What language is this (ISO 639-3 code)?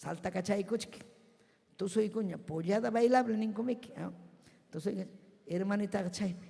quy